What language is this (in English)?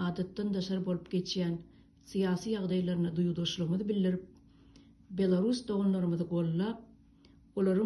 Turkmen